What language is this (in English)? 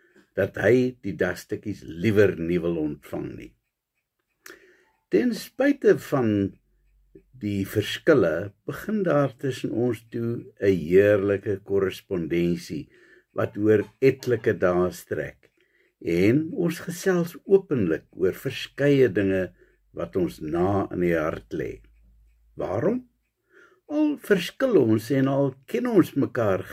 Afrikaans